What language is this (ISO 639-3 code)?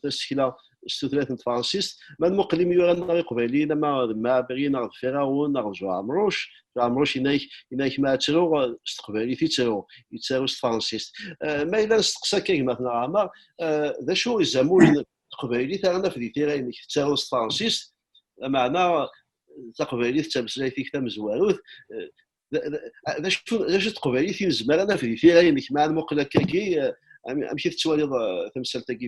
kab